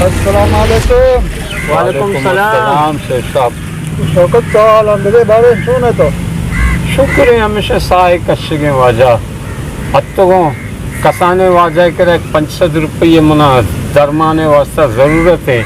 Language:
Baluchi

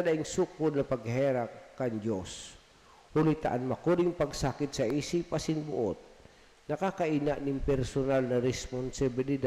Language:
Bikol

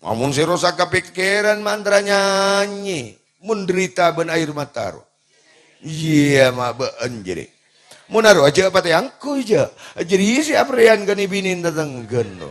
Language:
Madurese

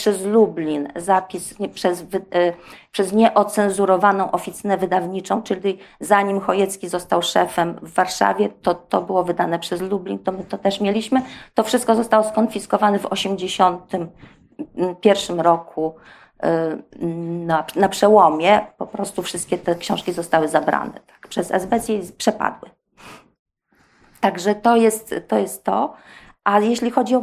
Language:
Polish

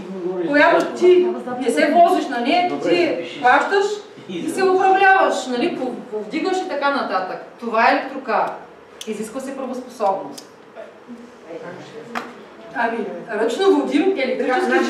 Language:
Bulgarian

